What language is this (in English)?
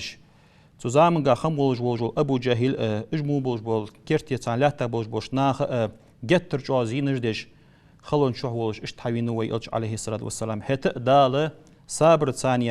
Ingush